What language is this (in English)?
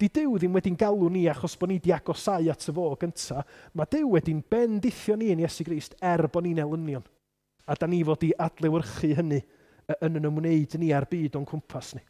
Welsh